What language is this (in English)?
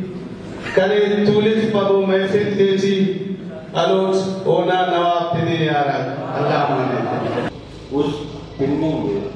Brahui